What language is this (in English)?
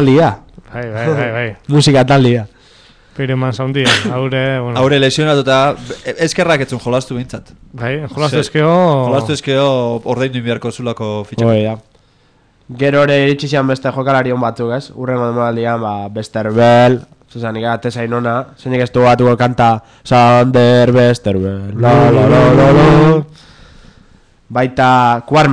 Basque